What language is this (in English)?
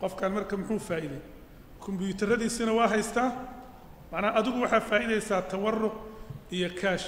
Somali